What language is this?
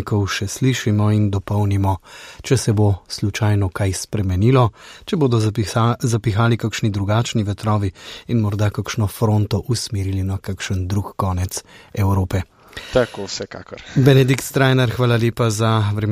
Slovenian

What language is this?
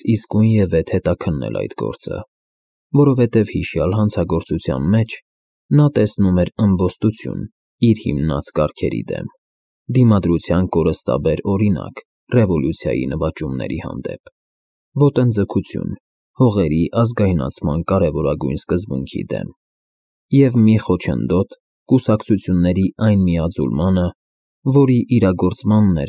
Armenian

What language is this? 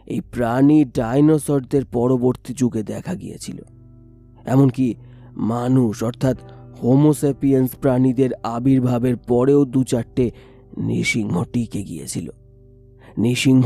Bangla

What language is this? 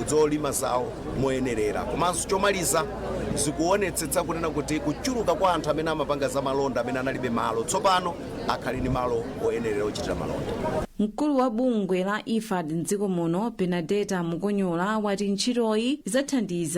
Nyanja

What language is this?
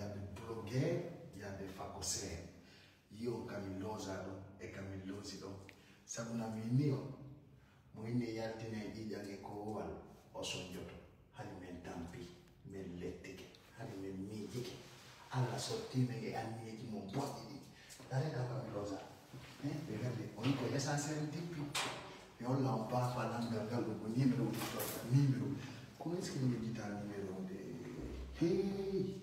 Fula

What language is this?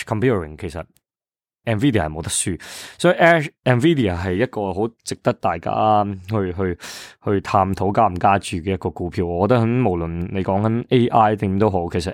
Cantonese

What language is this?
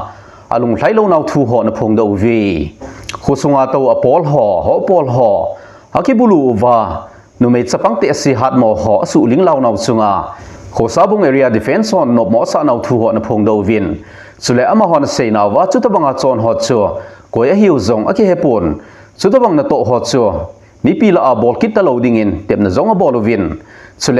Thado Chin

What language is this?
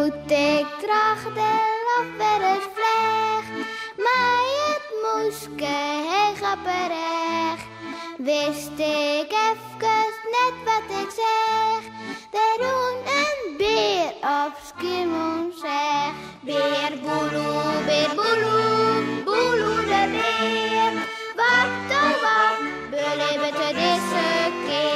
Western Frisian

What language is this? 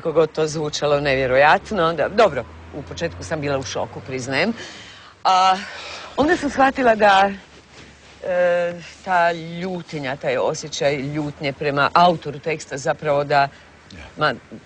Croatian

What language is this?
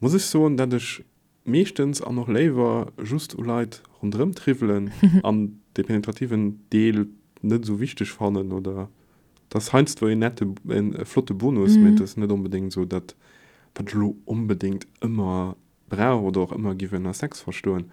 Luxembourgish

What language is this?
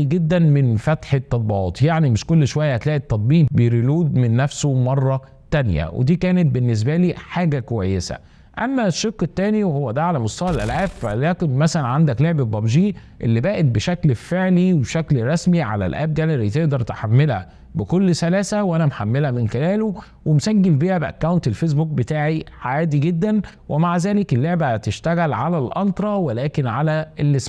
Egyptian Arabic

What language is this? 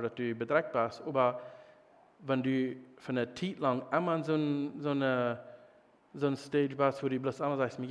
Plautdietsch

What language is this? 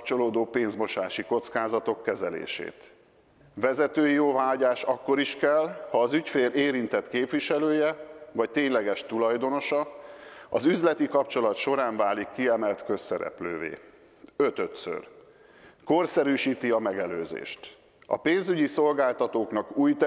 Hungarian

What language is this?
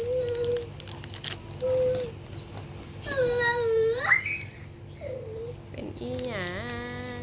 Northeastern Thai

